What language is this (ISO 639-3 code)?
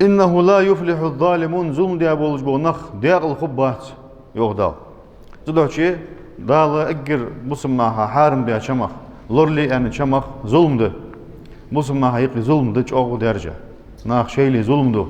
inh